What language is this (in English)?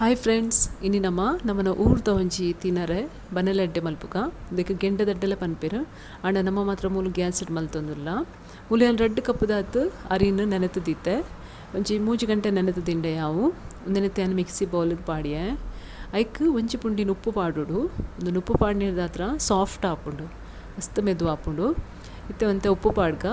Tulu